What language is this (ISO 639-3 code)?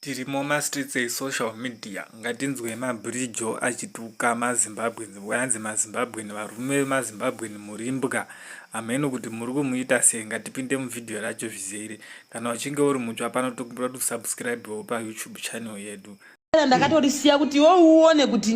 sna